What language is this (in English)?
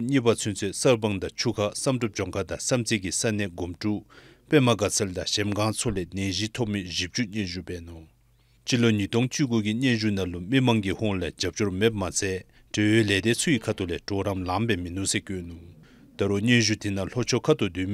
Dzongkha